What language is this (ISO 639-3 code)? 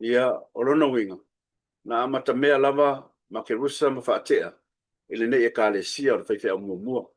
smo